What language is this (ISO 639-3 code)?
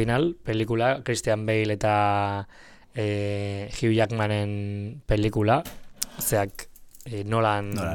eus